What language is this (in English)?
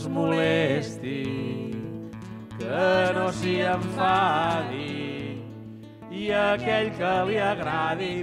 Catalan